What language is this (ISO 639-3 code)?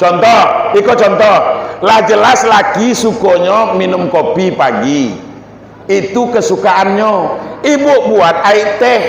min